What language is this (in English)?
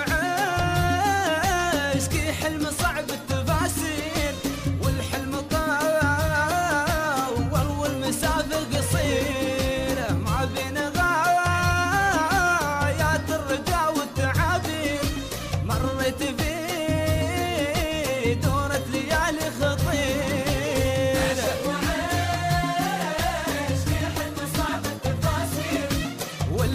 Gulf Arabic